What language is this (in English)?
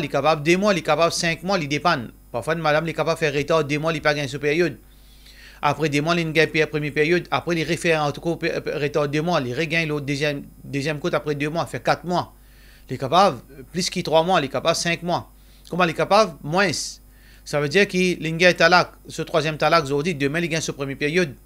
Morisyen